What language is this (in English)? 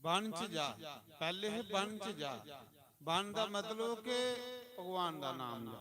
Dogri